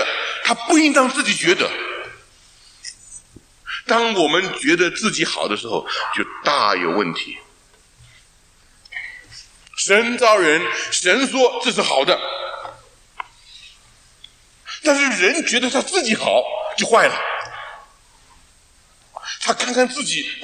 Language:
Chinese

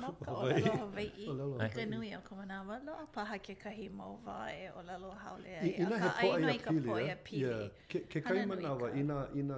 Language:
Hawaiian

